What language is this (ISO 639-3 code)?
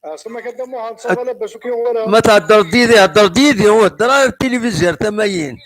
kab